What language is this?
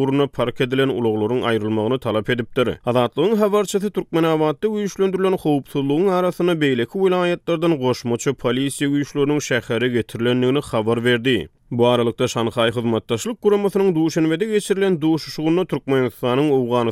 Turkmen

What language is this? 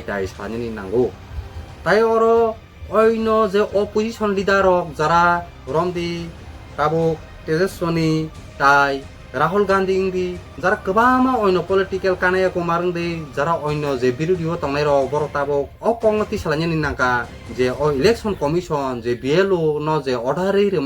Kok Borok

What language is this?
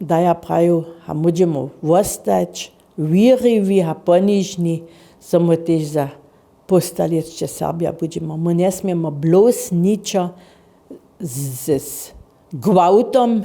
Upper Sorbian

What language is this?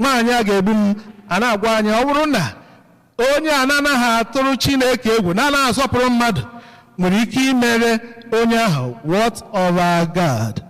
Igbo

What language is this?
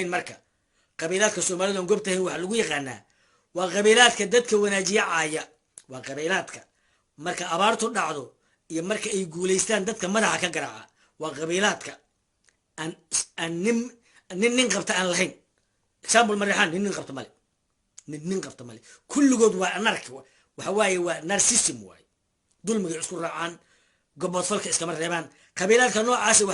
Somali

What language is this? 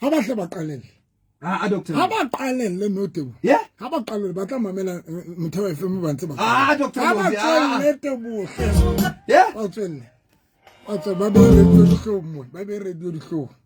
Southern Sotho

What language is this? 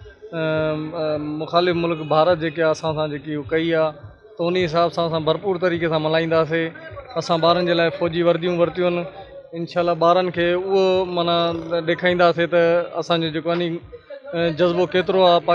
Sindhi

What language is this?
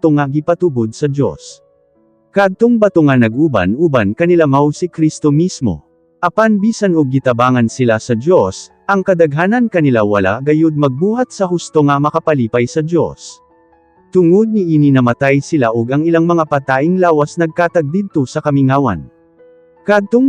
Cebuano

